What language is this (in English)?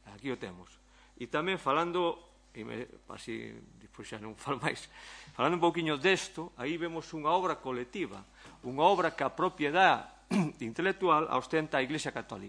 Galician